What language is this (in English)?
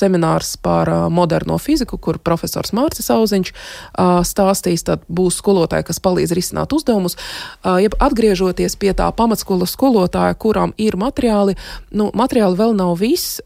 Latvian